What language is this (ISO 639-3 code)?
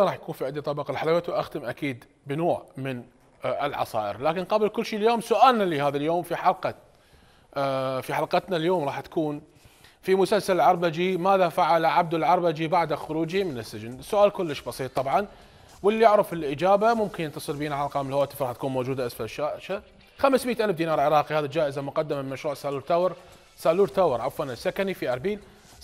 acm